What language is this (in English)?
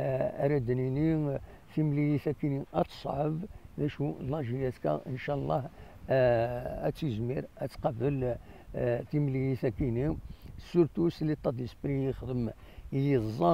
Kabyle